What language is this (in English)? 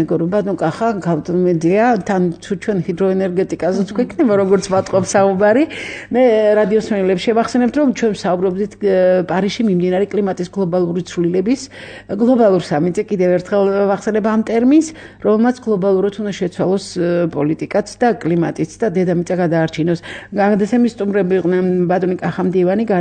Georgian